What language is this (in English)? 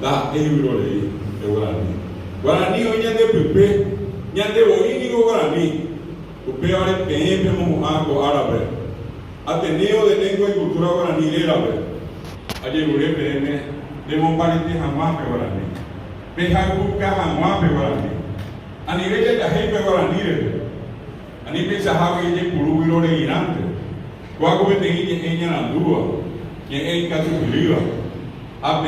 Guarani